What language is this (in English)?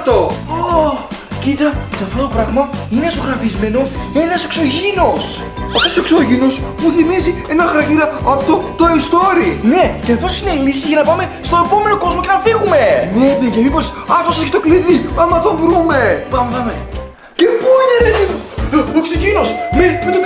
Greek